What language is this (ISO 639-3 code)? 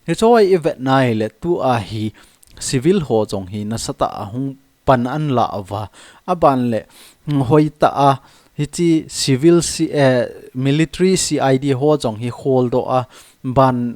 tcz